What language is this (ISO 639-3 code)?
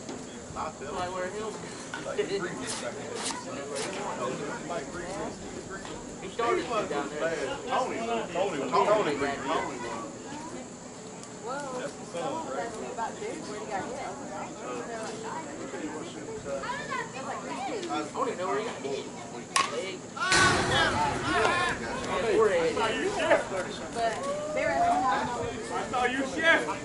eng